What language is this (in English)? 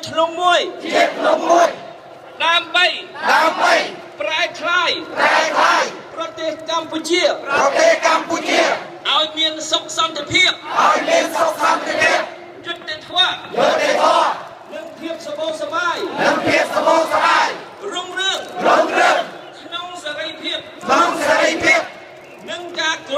Khmer